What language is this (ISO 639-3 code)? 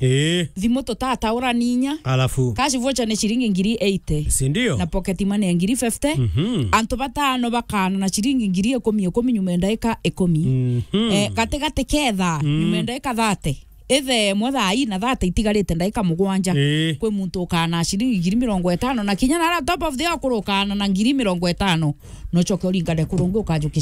mer